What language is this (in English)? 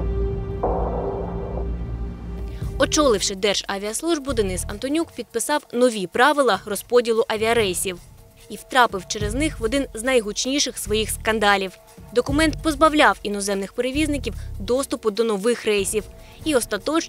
Ukrainian